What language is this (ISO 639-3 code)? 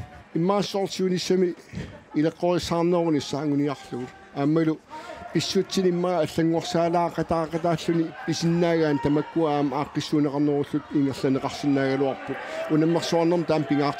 kal